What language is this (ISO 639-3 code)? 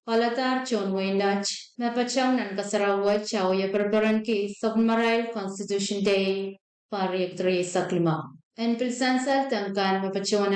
pon